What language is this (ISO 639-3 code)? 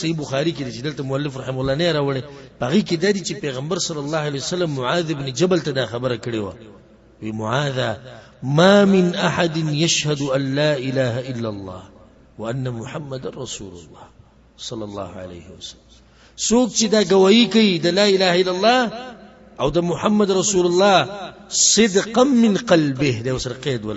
pus